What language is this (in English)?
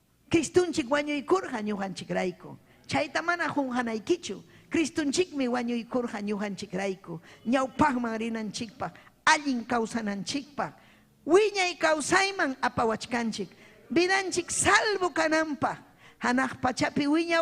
Ayacucho Quechua